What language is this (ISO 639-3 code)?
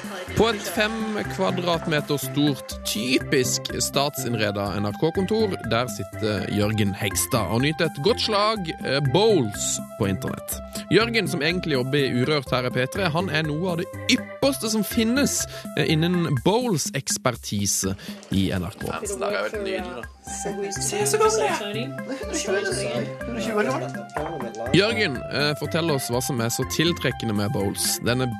nor